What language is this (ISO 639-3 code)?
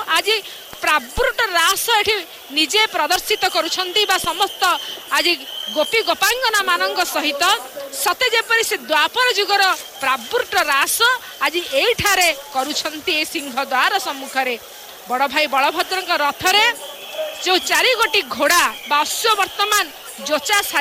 ori